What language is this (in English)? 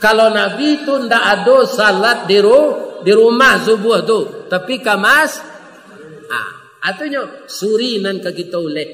Minangkabau